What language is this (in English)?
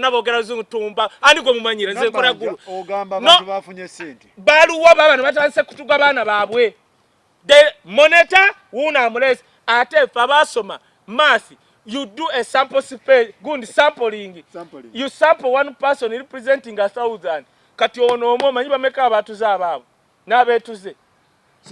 Ganda